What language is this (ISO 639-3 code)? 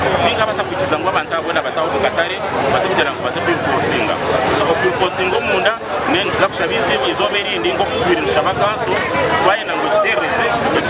nyn